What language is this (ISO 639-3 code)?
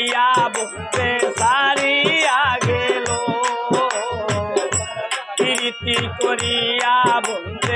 ben